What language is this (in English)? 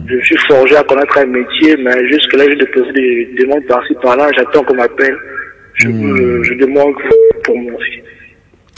French